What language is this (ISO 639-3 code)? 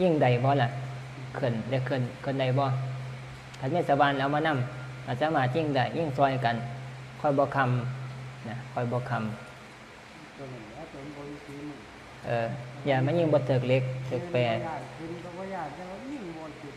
tts